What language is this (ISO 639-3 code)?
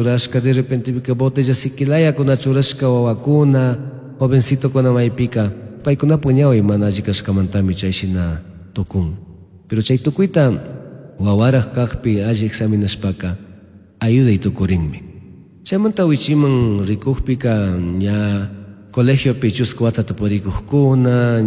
qug